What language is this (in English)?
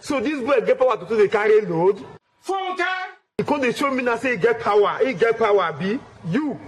Nigerian Pidgin